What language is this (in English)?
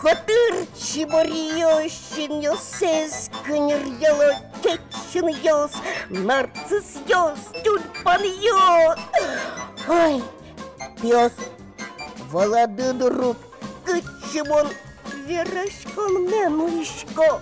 Udmurt